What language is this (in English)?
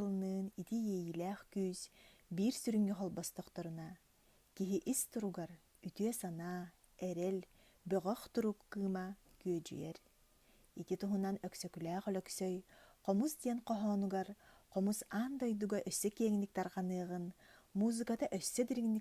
Yakut